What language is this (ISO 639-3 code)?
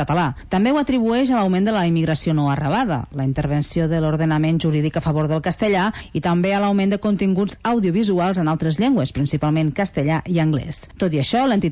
cat